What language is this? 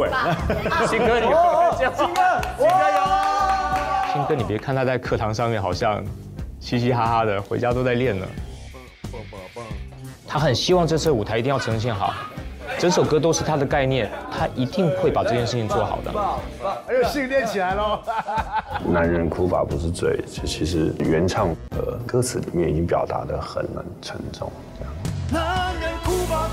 Chinese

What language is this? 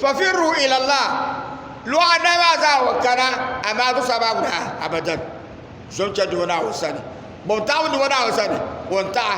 Dagbani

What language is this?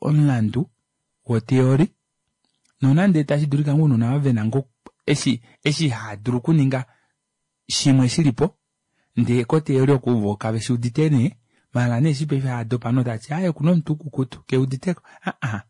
Kuanyama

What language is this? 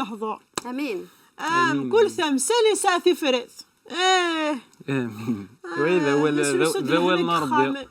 Kabyle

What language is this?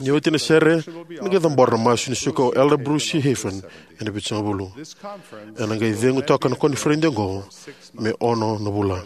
Fijian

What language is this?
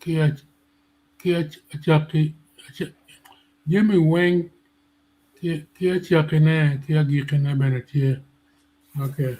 Acoli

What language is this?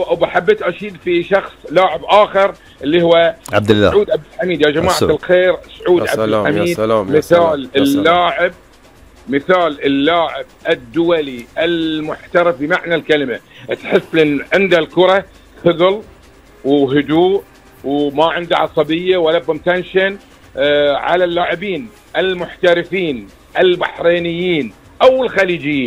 Gulf Arabic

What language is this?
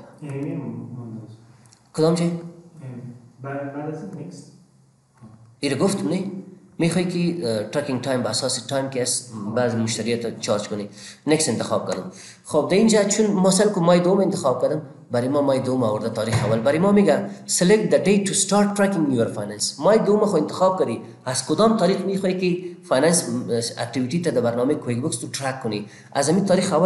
Persian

